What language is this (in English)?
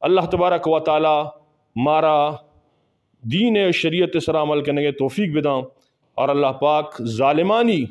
Eastern Balochi